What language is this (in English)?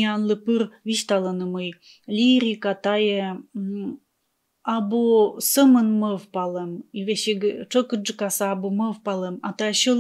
Komi